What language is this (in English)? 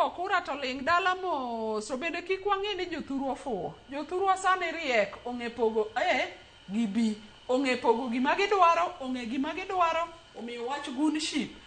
Luo (Kenya and Tanzania)